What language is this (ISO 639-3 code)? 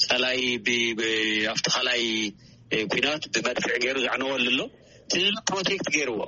tir